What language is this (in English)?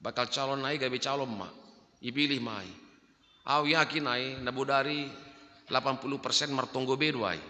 Batak Simalungun